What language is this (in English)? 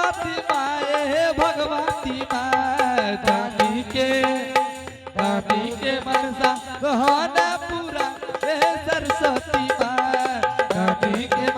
Angika